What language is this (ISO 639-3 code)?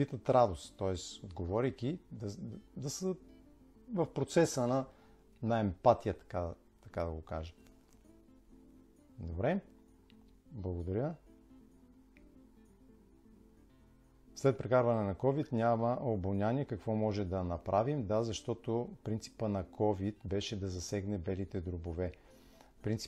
bul